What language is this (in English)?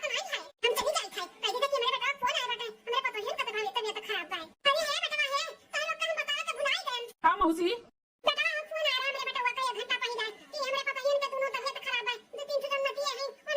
Awadhi